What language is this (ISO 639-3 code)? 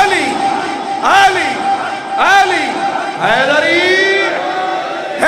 urd